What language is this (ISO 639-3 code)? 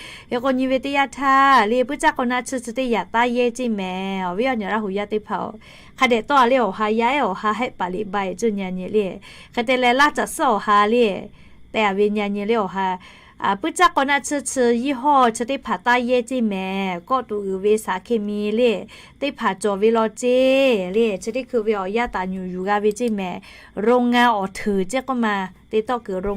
lhu